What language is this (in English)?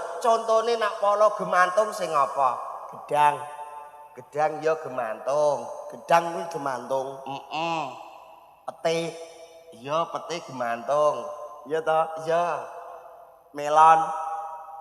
Javanese